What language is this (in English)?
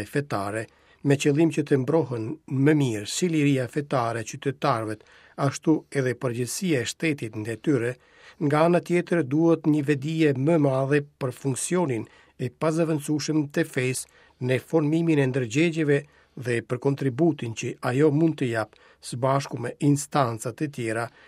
Albanian